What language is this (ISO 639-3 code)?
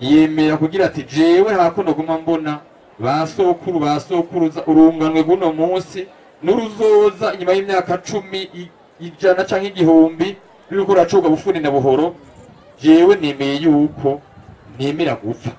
run